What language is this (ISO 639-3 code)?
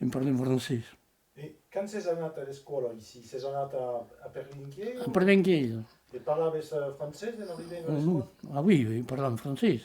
oci